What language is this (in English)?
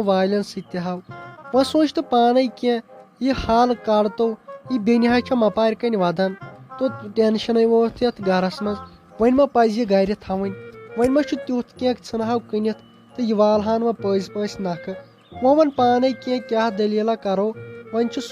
Kashmiri